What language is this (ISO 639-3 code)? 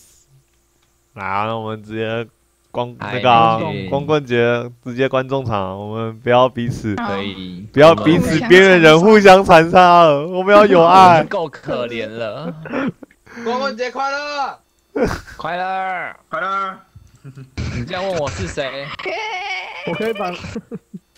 zho